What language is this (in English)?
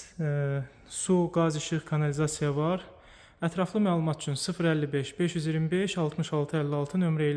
Azerbaijani